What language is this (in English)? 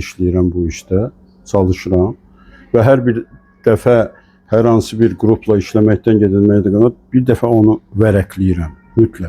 Azerbaijani